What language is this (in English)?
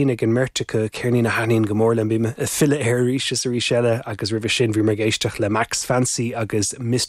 Irish